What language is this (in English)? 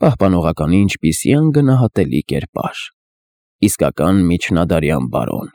Armenian